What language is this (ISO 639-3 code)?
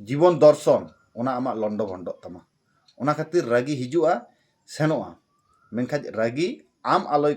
sat